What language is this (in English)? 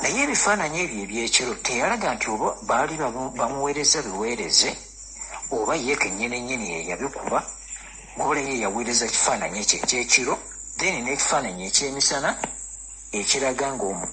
Ganda